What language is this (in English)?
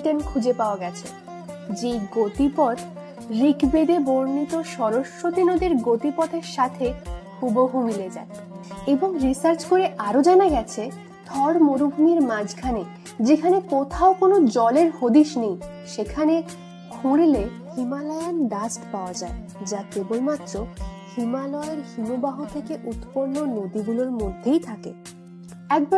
Bangla